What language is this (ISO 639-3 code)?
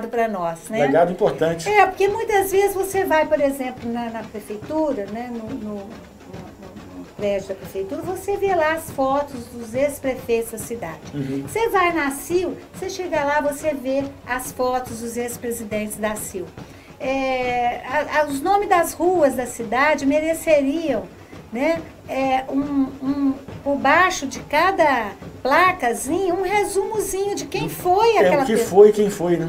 por